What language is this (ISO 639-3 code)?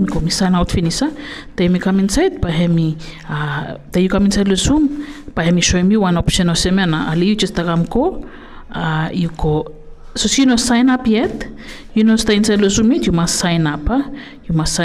bis